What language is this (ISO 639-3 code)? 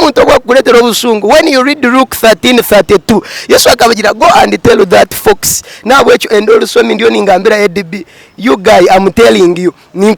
nyn